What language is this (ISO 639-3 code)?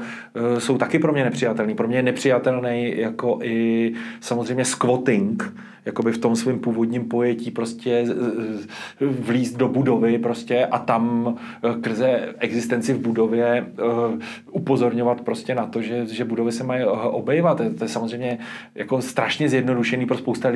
ces